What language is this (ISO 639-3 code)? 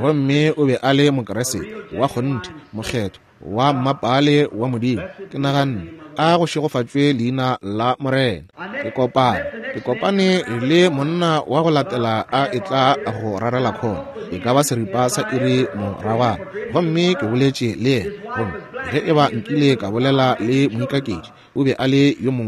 nso